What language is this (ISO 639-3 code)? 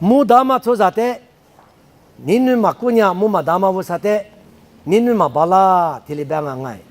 lis